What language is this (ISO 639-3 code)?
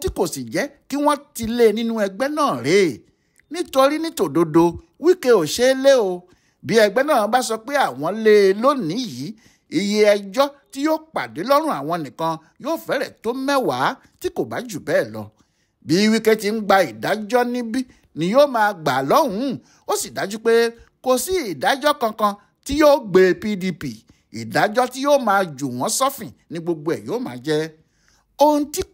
yor